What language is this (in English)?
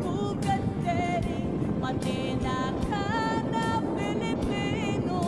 Pampanga